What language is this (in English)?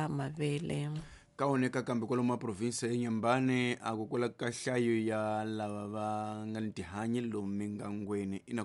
Tsonga